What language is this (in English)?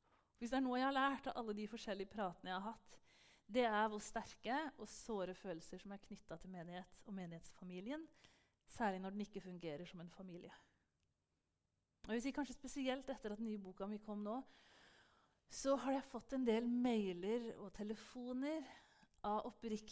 Norwegian